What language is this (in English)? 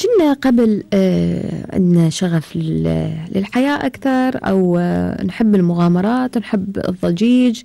Gulf Arabic